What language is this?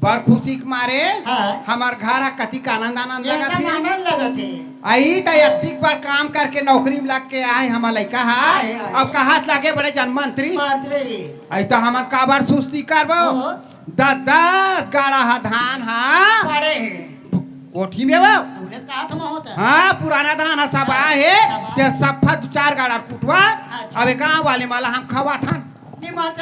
Chhattisgarhi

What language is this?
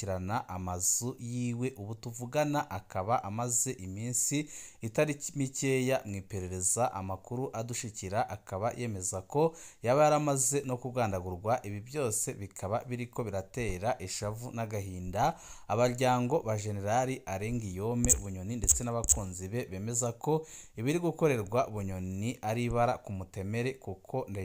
Rundi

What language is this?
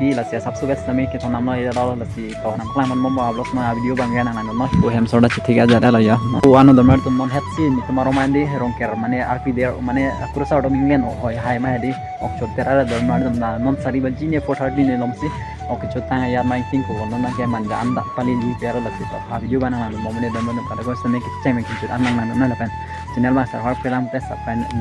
Karbi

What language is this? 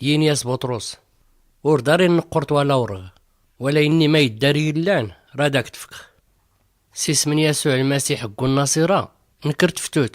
Tachelhit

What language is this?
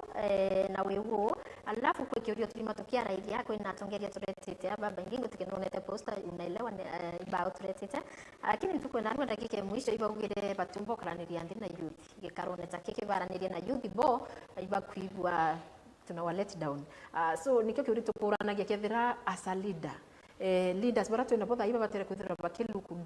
Meru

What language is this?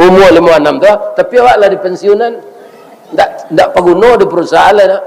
Minangkabau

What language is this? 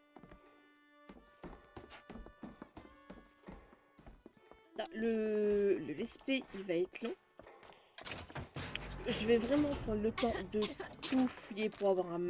French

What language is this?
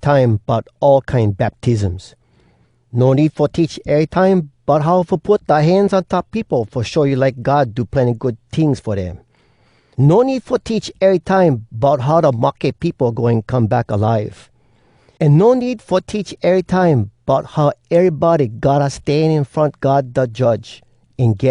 Hawai'i Creole English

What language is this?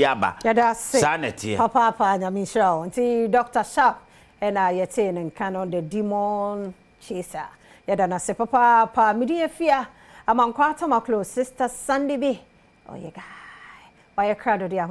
Akan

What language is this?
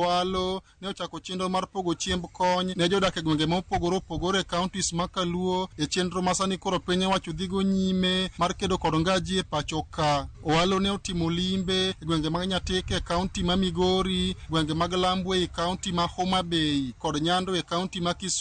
Luo (Kenya and Tanzania)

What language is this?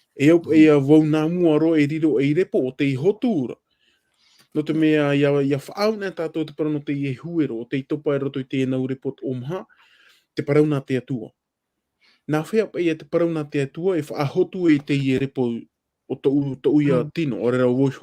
Tahitian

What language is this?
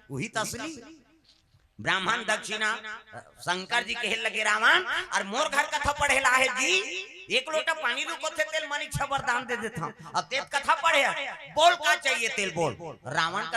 Chhattisgarhi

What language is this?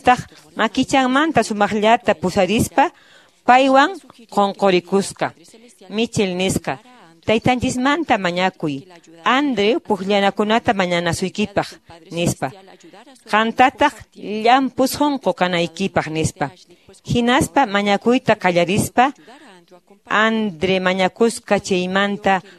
Quechua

